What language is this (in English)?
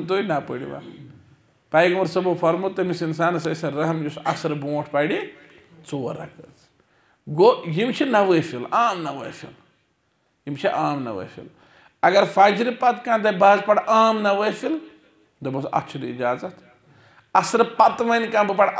Kashmiri